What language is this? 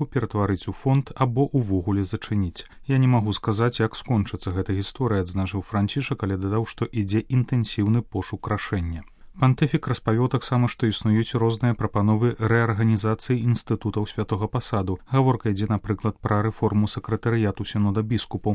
Belarusian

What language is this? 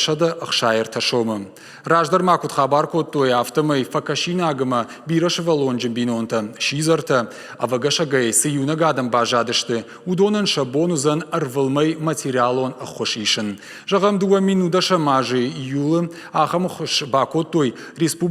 Ossetic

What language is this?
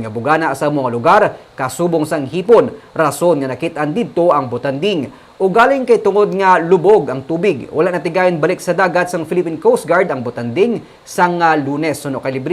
Hiligaynon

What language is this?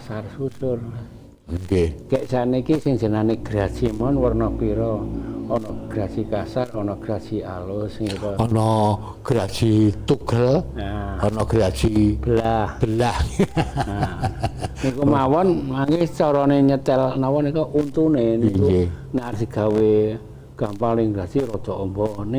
Javanese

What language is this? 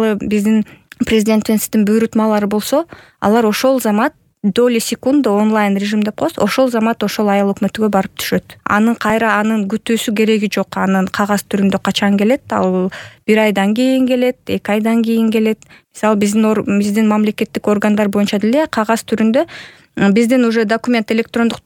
Kyrgyz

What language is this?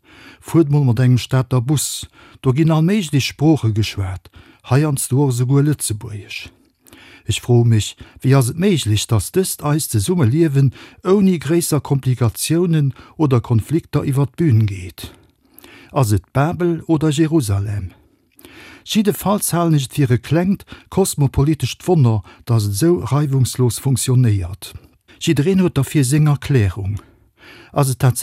Luxembourgish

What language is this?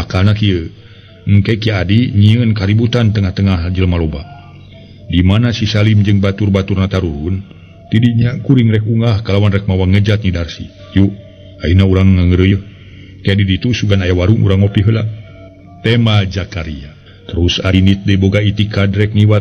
Sundanese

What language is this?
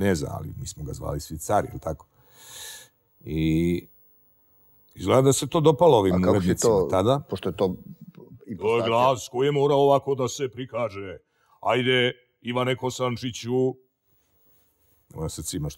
Serbian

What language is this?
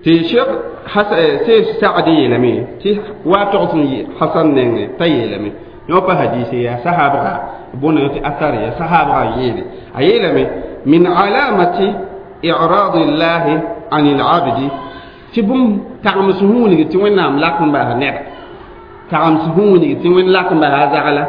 Mossi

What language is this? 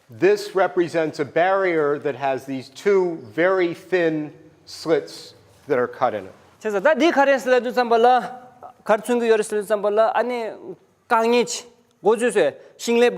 Tibetan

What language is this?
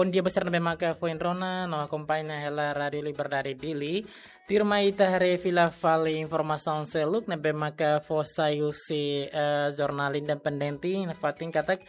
Tetum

